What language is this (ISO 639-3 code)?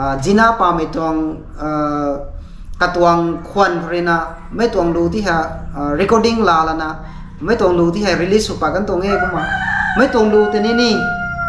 nbu